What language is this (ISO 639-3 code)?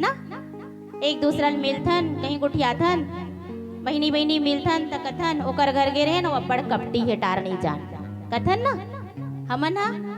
hne